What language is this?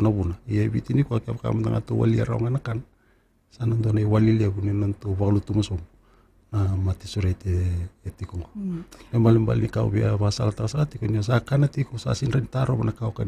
Fijian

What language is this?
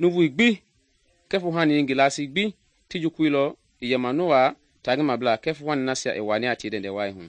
Mende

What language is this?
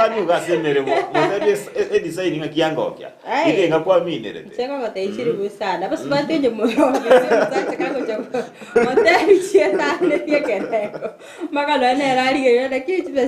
Gusii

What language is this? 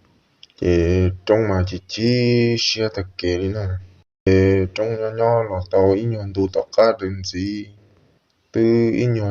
Hmong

